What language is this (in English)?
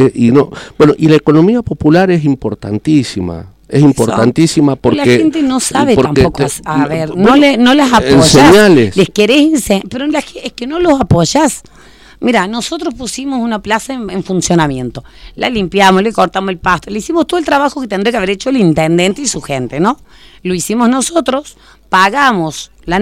Spanish